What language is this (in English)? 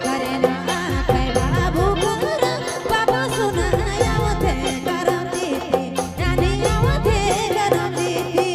Sadri